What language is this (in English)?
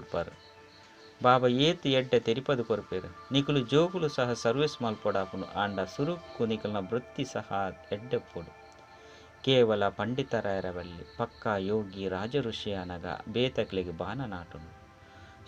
Tulu